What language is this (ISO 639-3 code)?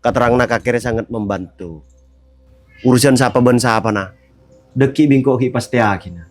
mad